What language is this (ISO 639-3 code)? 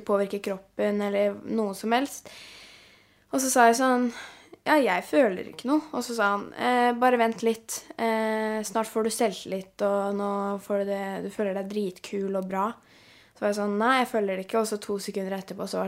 nor